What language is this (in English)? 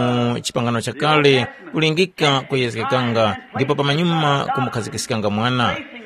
Tumbuka